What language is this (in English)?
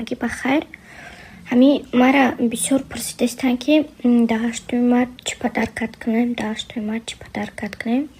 Tajik